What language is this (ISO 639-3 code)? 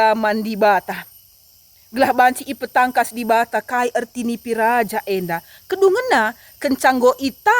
btx